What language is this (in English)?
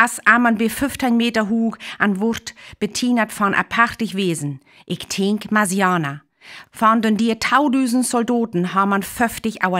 Northern Frisian